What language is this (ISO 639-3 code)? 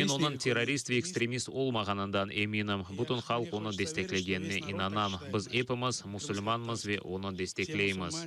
crh